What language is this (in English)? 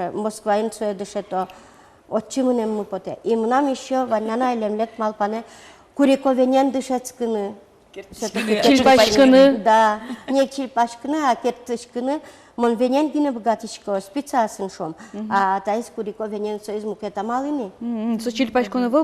Udmurt